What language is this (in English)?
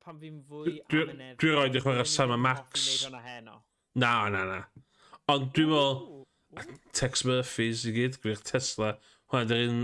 Welsh